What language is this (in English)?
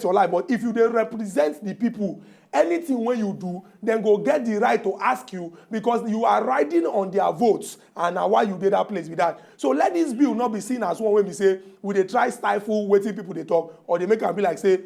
Nigerian Pidgin